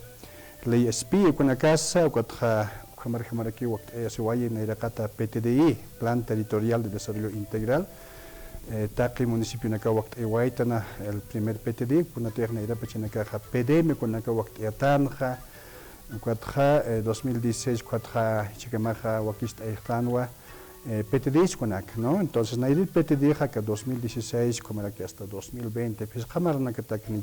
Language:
Aymara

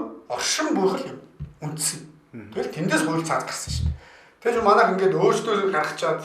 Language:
Mongolian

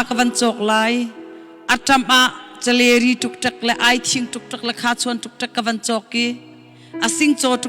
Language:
Hakha Chin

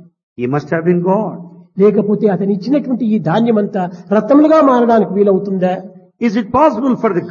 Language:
Telugu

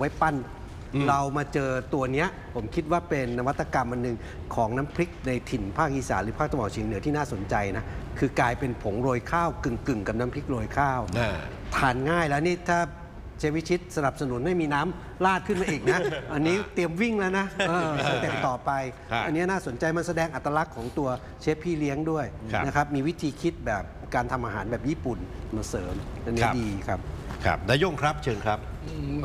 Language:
Thai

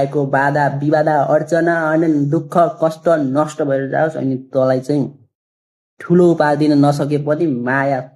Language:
Nepali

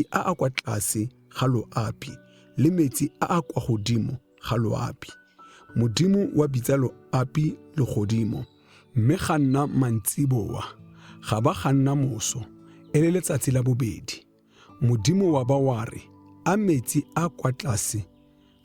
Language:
Tswana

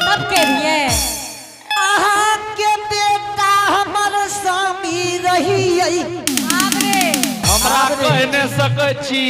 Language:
Angika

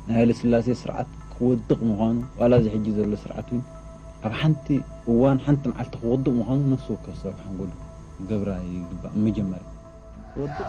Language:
Tigrinya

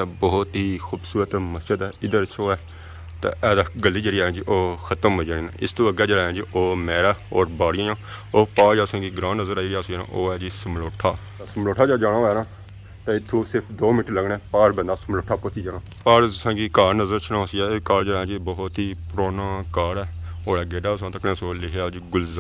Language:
Pahari-Potwari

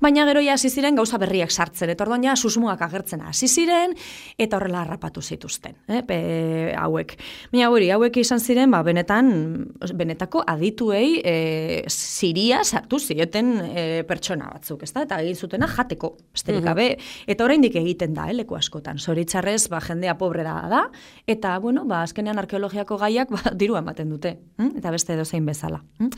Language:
Basque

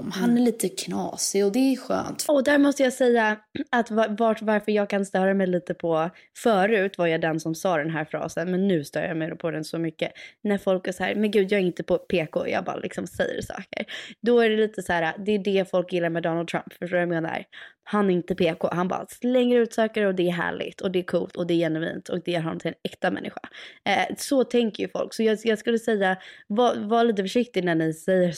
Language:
Swedish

